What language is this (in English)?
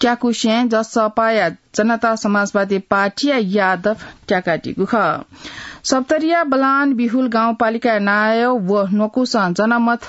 Newari